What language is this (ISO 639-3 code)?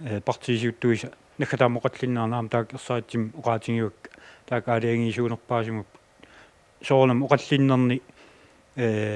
kal